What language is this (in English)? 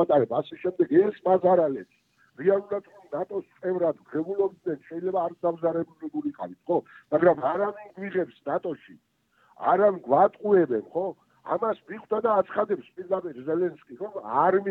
Georgian